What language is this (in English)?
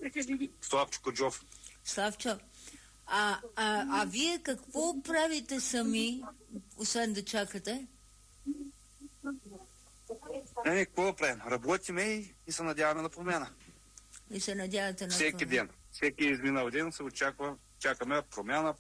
Bulgarian